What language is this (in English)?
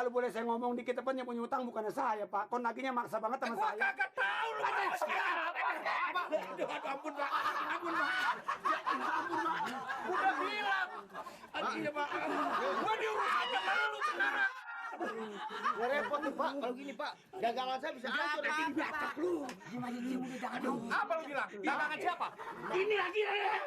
Betawi